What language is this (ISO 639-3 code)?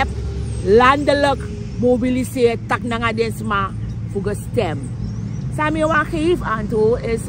srn